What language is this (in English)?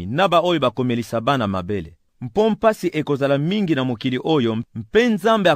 Lingala